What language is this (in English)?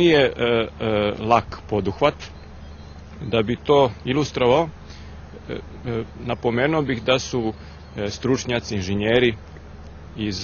Serbian